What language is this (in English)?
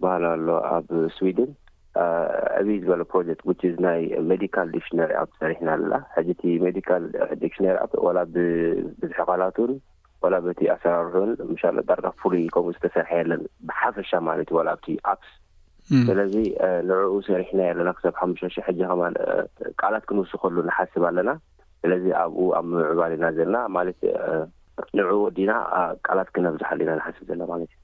Tigrinya